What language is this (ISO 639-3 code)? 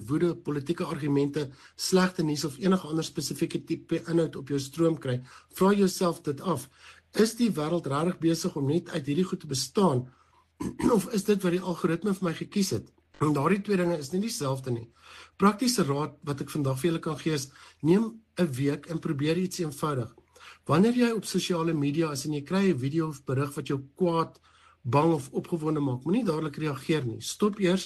afr